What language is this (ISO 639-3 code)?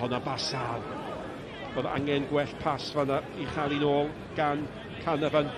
cym